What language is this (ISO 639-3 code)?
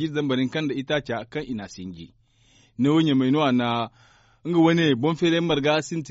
dje